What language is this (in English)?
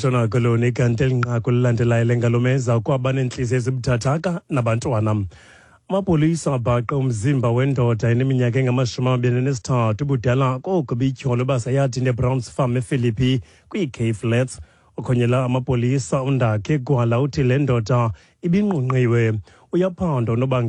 Xhosa